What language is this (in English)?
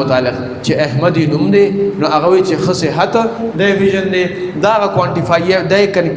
Pashto